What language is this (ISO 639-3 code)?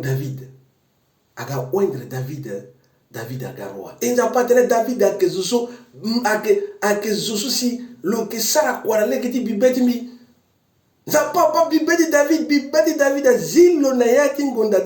sag